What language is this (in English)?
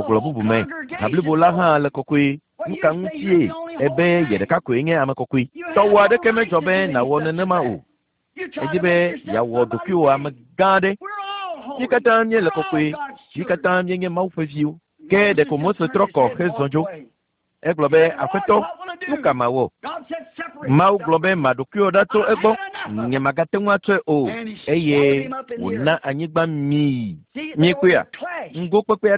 Ewe